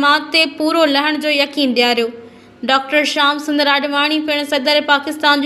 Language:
Sindhi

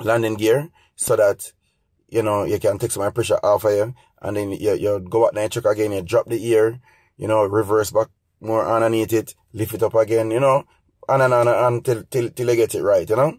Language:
Jamaican Creole English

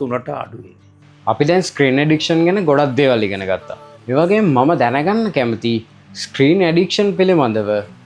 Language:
Sinhala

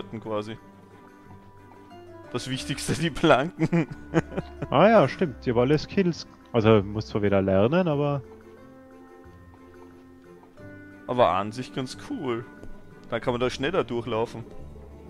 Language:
German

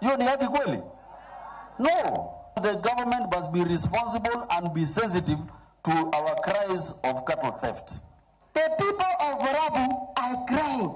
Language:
Luo (Kenya and Tanzania)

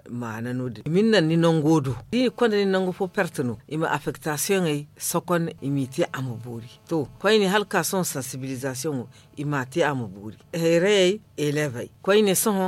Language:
Zarma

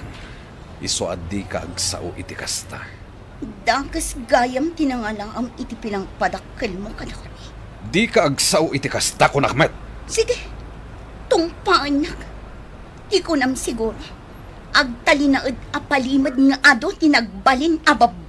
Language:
Iloko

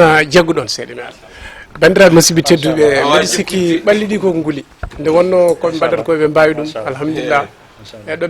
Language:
Fula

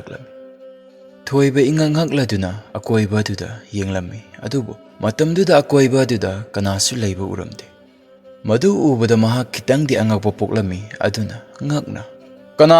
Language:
Manipuri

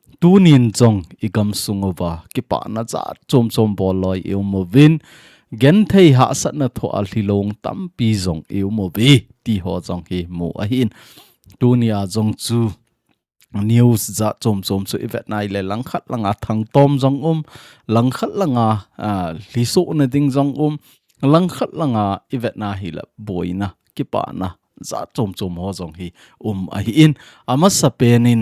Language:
Thado Chin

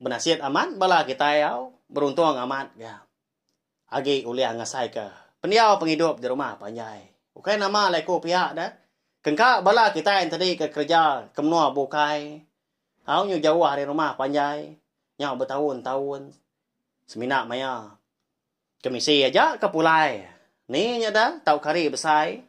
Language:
Iban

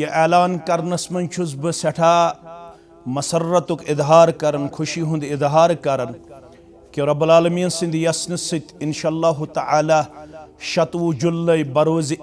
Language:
Kashmiri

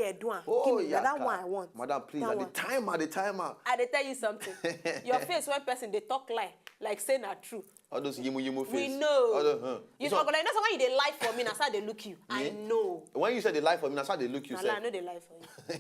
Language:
Nigerian Pidgin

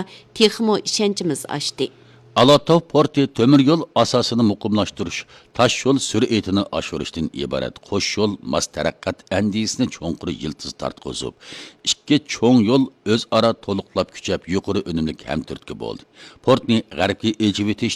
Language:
Uyghur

